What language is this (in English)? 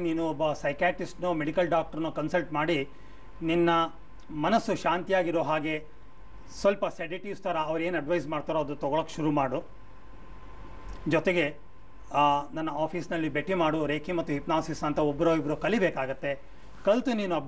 Kannada